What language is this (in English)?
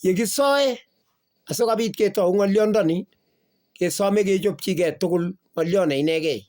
Kalenjin